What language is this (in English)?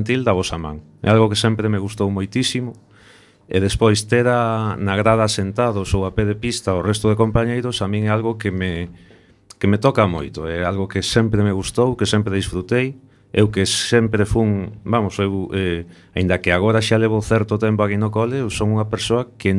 Galician